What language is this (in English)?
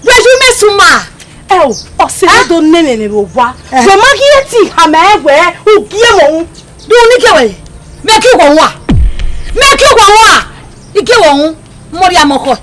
Bini